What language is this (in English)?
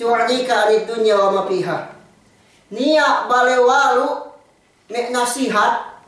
Yakan